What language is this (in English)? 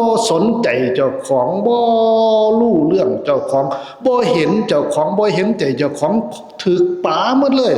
Lao